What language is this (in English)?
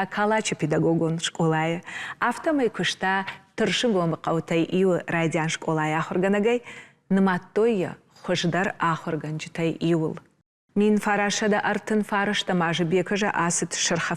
Ossetic